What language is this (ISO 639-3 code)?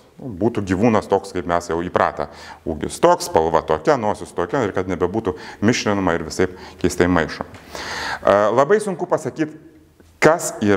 lit